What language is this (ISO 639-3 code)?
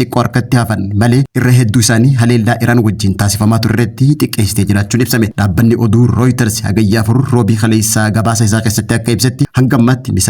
orm